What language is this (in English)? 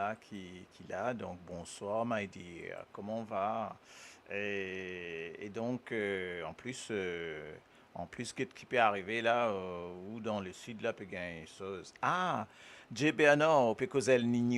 Morisyen